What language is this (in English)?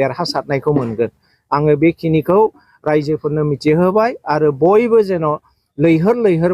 Bodo